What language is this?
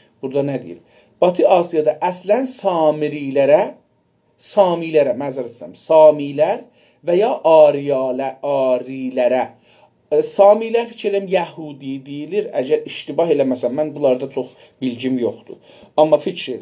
South Azerbaijani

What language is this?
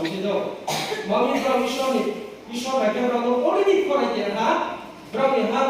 Riang (India)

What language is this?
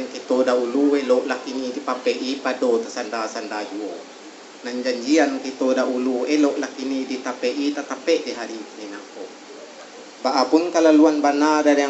Minangkabau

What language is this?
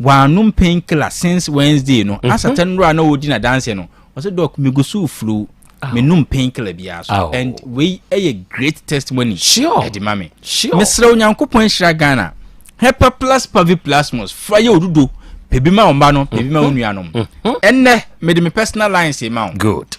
Akan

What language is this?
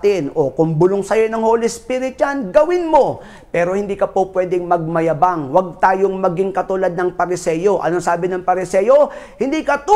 Filipino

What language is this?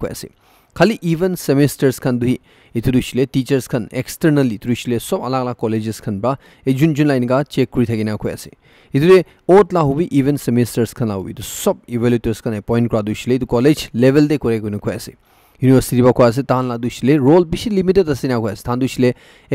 Naga Pidgin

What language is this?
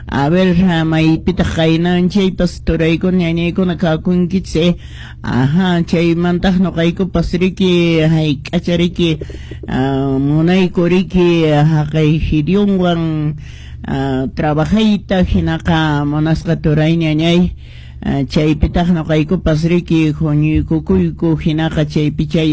Quechua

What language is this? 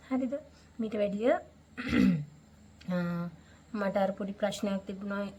Sinhala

